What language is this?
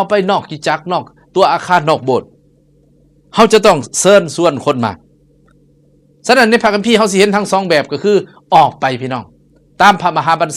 Lao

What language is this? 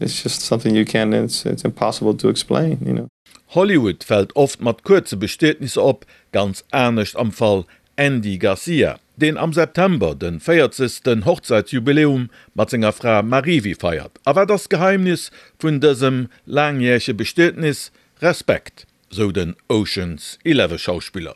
Luxembourgish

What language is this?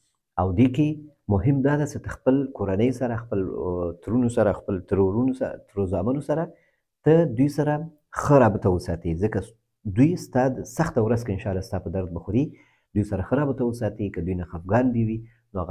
Pashto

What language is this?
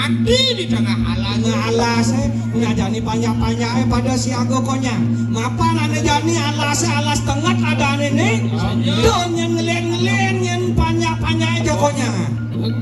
Balinese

